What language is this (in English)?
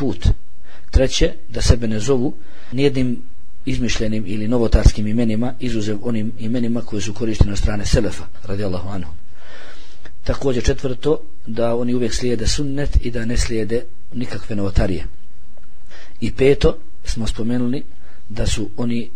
Bosnian